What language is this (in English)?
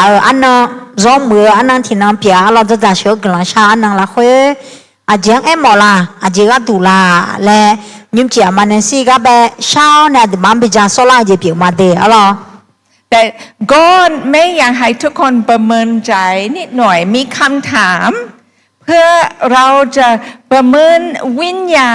Akha